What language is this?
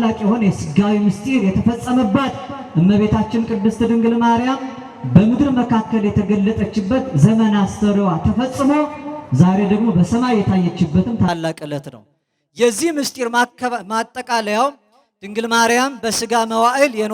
Amharic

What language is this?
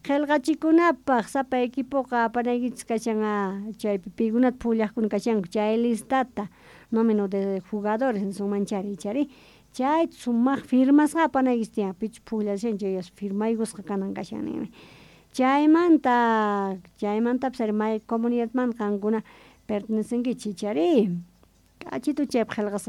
South Bolivian Quechua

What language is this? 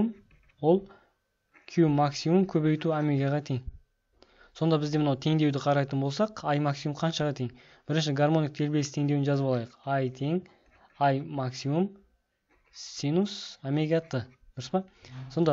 Kazakh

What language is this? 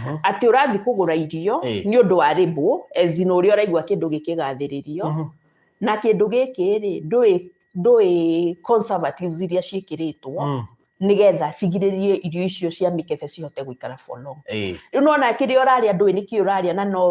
Kikuyu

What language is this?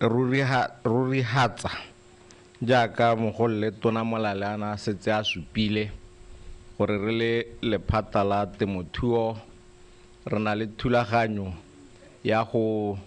Tswana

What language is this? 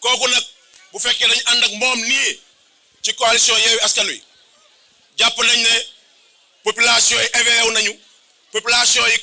Wolof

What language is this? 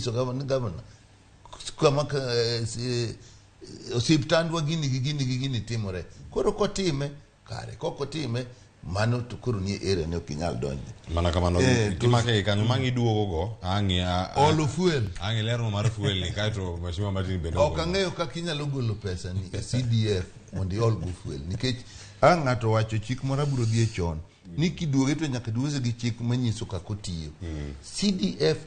Luo (Kenya and Tanzania)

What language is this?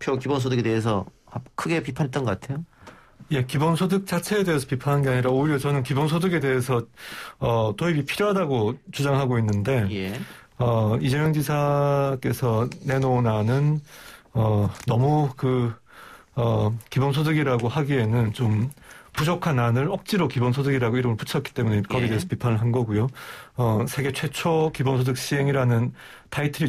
Korean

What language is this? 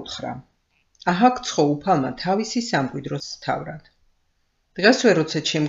Georgian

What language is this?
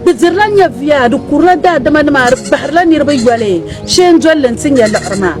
Dagbani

